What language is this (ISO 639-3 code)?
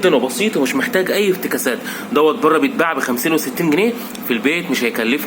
arz